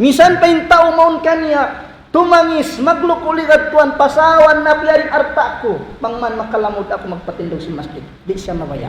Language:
Tausug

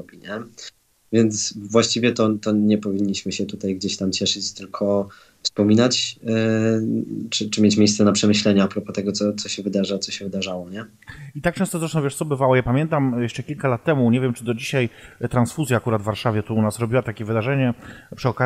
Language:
Polish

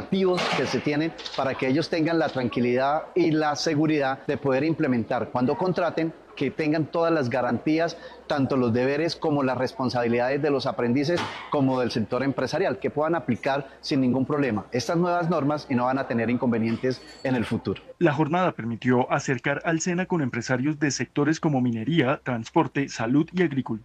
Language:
Spanish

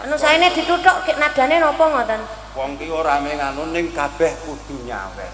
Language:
Javanese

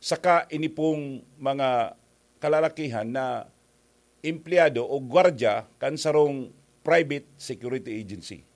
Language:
Bikol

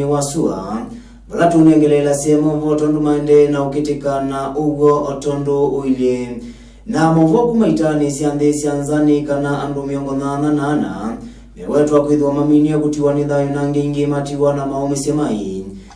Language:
Kamba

